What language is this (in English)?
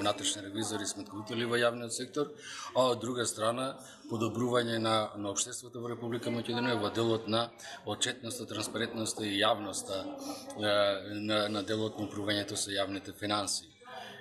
Macedonian